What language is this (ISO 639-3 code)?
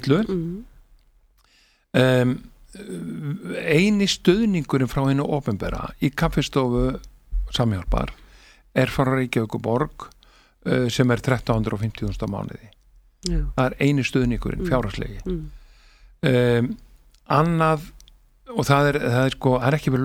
isl